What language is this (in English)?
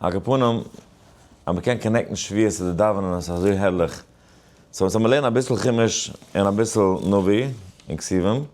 Yiddish